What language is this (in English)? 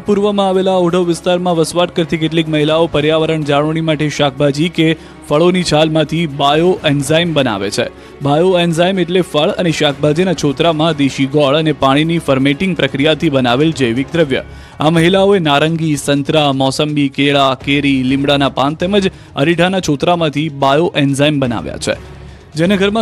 Gujarati